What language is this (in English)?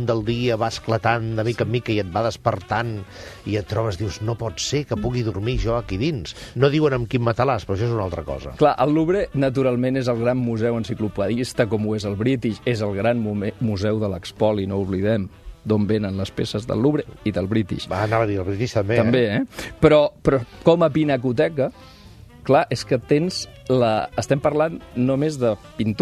Catalan